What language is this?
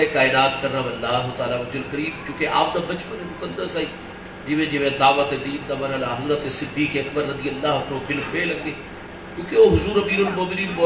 Saraiki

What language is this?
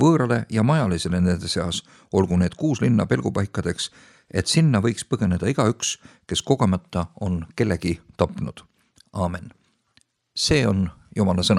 Estonian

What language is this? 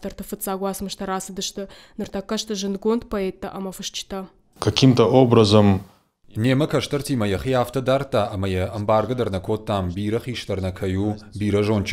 Ossetic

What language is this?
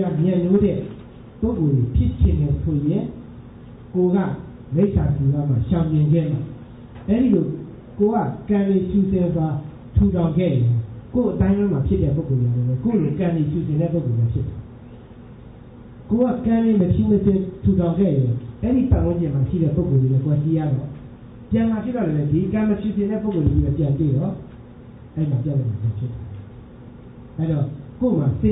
Burmese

